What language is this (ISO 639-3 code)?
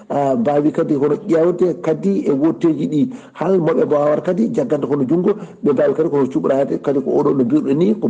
ful